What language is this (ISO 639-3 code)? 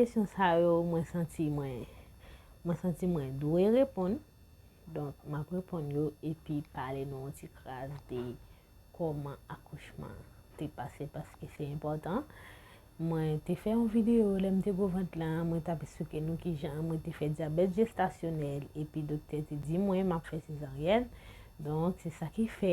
hat